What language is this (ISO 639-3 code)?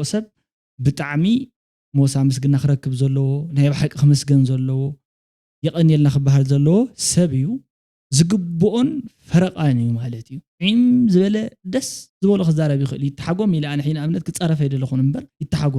tir